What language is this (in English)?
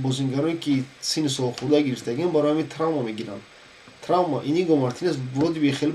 Tajik